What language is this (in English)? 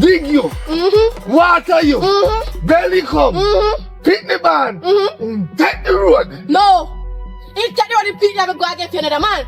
Jamaican Creole English